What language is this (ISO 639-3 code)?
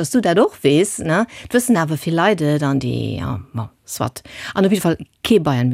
ltz